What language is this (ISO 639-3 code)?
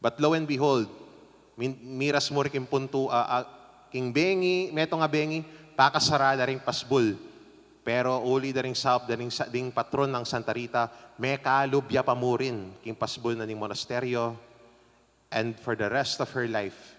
pam